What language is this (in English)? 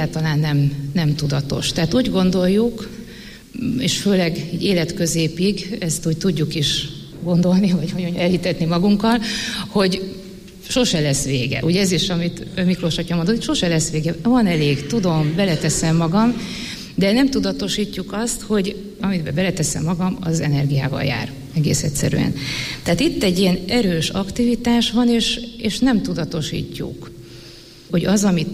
Hungarian